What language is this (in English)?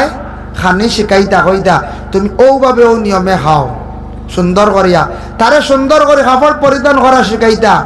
Sylheti